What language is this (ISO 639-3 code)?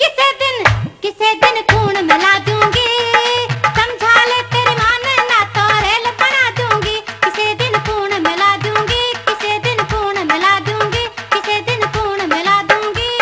bgc